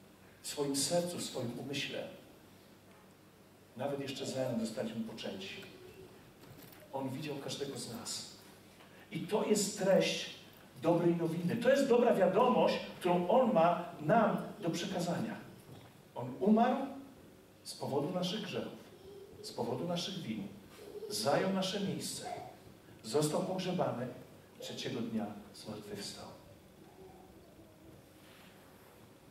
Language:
Polish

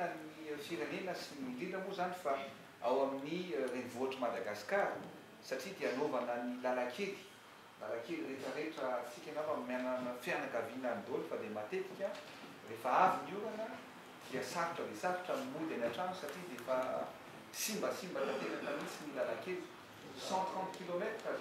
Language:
Malagasy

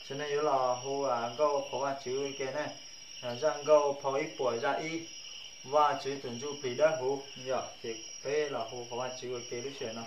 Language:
Hmong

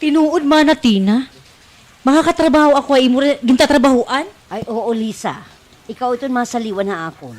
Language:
Waray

